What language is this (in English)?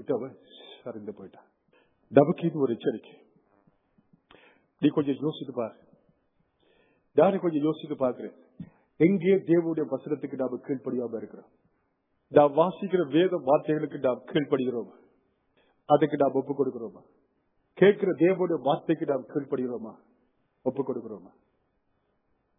Tamil